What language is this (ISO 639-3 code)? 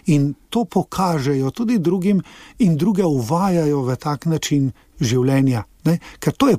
slv